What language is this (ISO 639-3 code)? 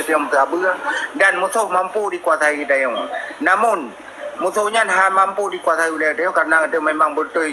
ace